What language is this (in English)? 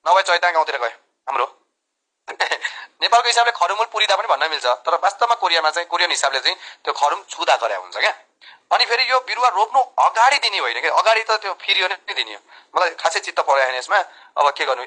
Nepali